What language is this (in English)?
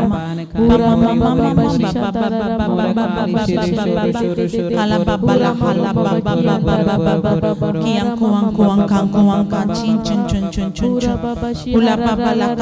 Tem